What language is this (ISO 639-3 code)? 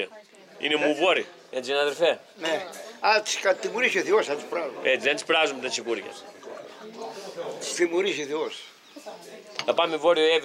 ell